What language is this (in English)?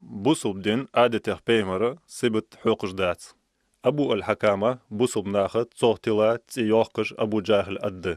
Ingush